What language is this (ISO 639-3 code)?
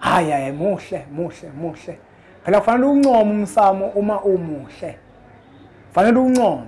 zul